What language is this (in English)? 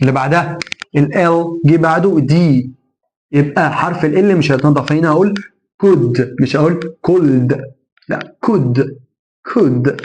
Egyptian Arabic